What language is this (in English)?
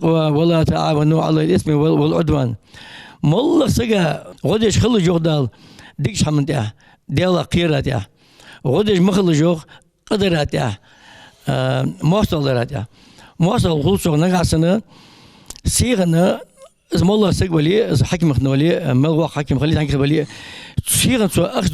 Ingush